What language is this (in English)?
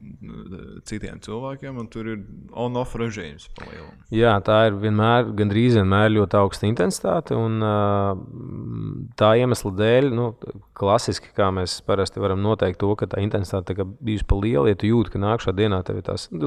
Latvian